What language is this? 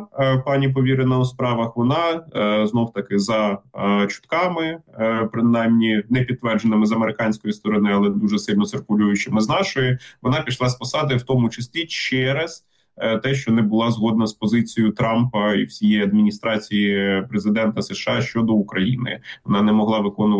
Ukrainian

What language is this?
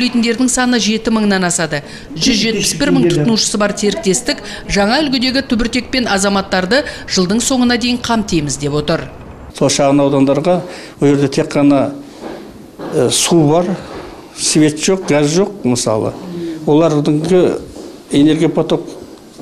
Kazakh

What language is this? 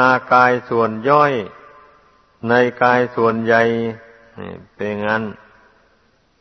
Thai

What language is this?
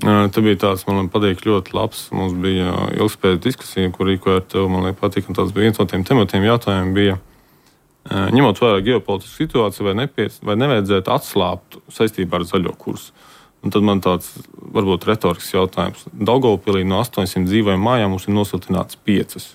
Latvian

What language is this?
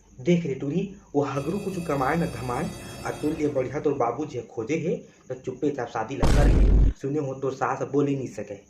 Chhattisgarhi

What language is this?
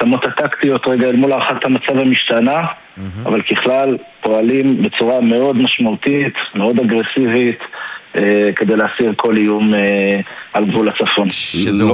Hebrew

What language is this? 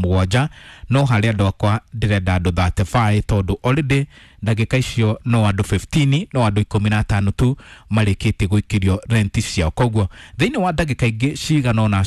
Kikuyu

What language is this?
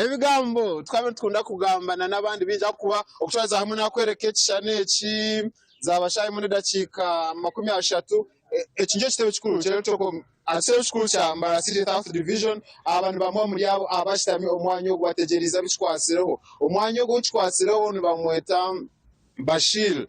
Nyankole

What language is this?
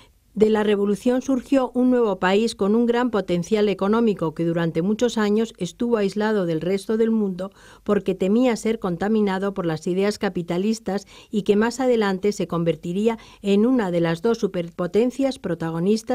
Spanish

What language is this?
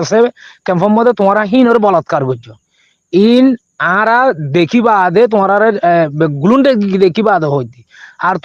Rohingya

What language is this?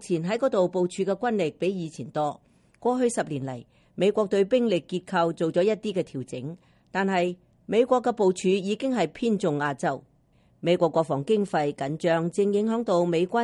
Cantonese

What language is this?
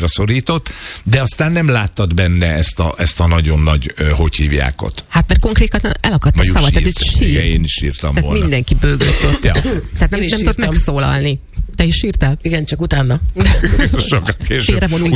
Hungarian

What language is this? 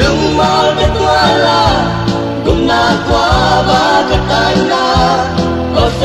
Tedim Chin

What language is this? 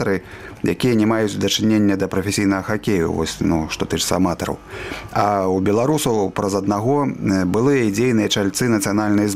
Belarusian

